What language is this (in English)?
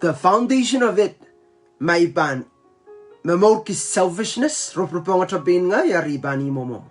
Pohnpeian